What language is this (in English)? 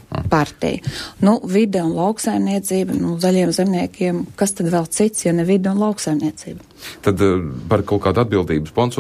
Latvian